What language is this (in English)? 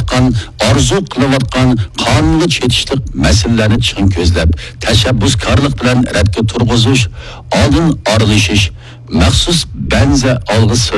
Uyghur